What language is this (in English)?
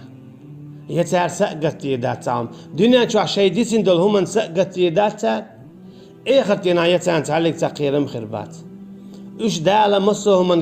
Chechen